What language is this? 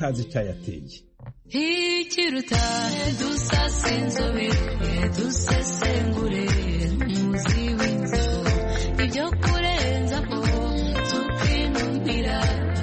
Kinyarwanda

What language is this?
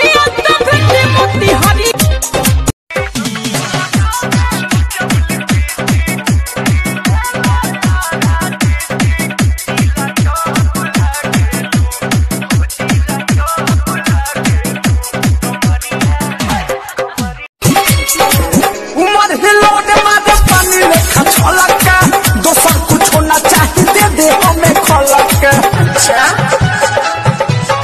Bhojpuri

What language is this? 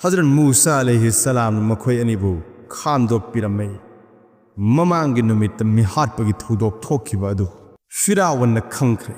Manipuri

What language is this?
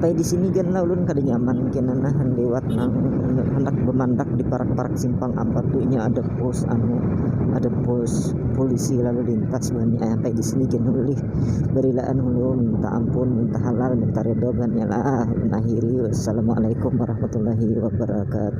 Banjar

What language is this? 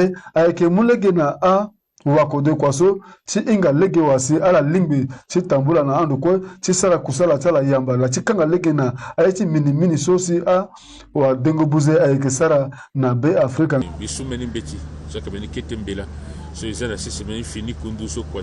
Sango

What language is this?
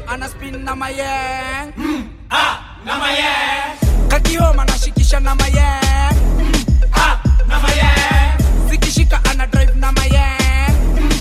Swahili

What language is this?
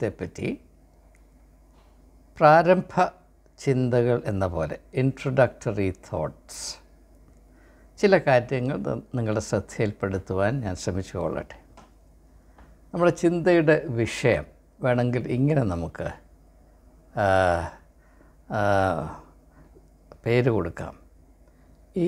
Malayalam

